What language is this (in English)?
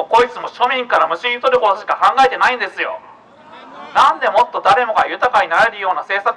Japanese